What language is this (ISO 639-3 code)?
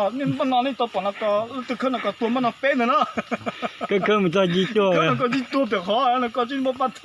hmn